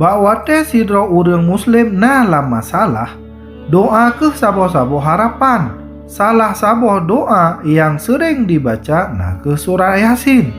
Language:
Achinese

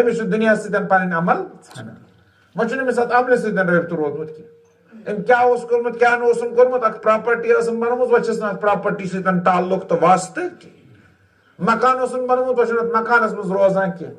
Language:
Kashmiri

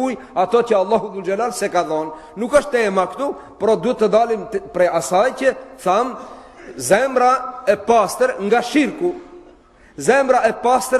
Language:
Albanian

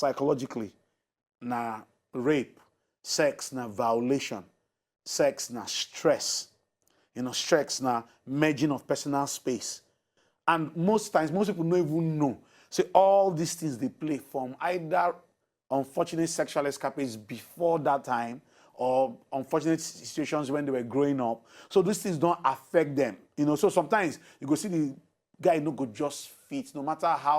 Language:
Nigerian Pidgin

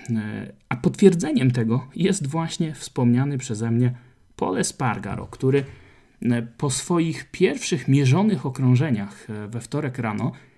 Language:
Polish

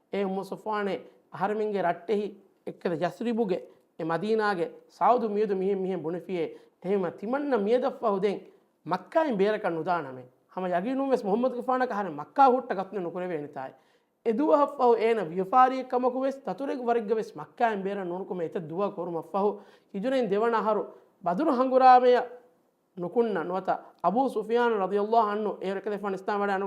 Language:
Divehi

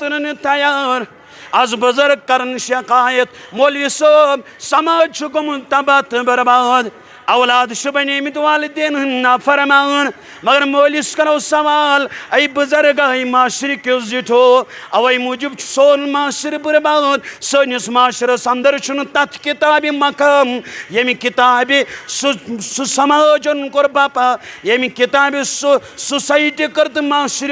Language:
Kashmiri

